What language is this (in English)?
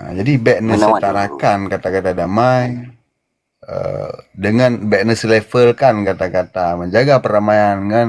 Achinese